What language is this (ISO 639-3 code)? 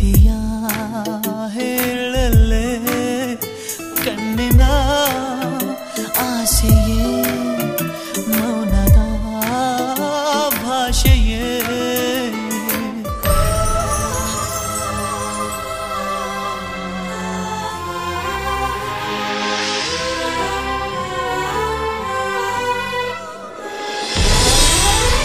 kan